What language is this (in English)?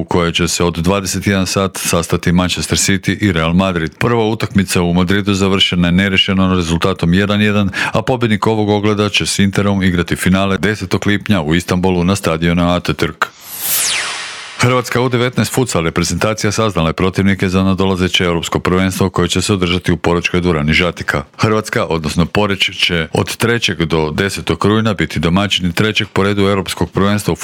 Croatian